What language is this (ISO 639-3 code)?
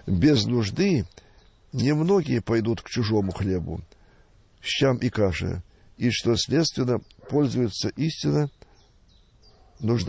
rus